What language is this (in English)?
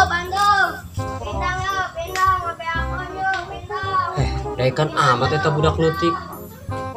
Sundanese